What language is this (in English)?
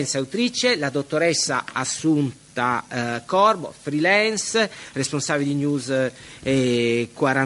Italian